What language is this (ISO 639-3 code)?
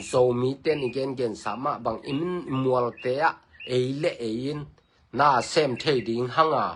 ctd